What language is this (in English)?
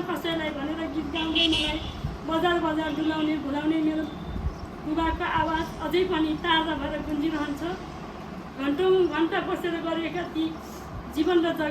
Nepali